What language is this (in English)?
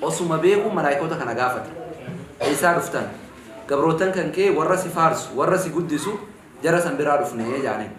Oromo